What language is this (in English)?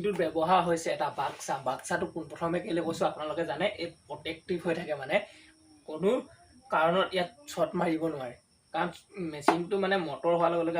Assamese